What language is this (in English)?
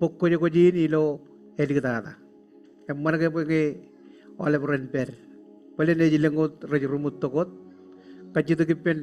Marshallese